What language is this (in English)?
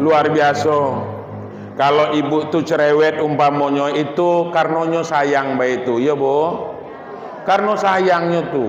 Minangkabau